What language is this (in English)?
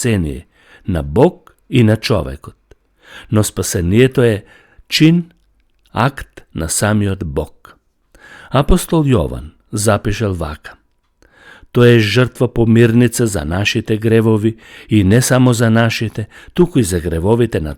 Macedonian